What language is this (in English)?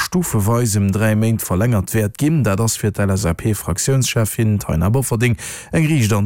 Luxembourgish